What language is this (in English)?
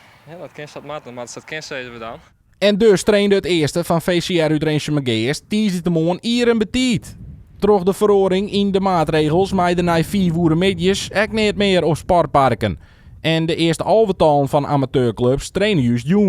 Western Frisian